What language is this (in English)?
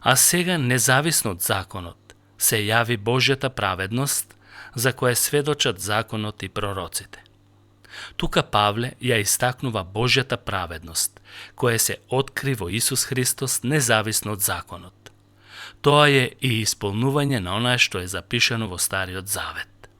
Macedonian